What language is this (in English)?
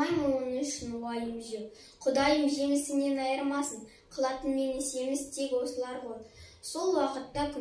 Kazakh